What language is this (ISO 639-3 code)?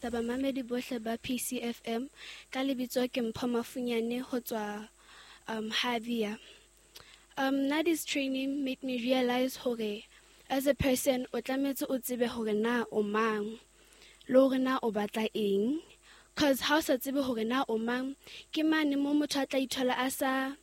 sot